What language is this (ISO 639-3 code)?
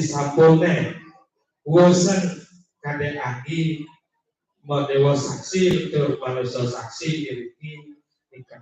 ban